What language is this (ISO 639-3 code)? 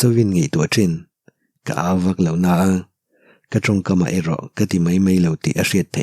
lus